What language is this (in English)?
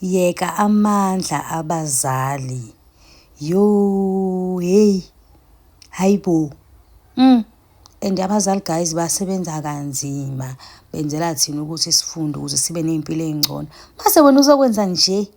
Zulu